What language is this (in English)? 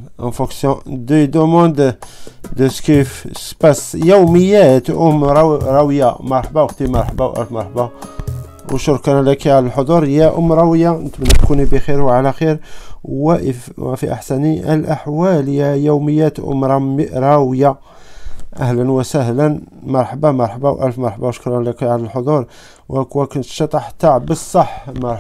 Algerian Arabic